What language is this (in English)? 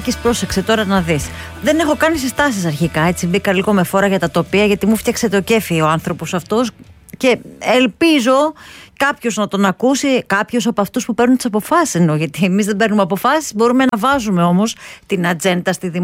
Greek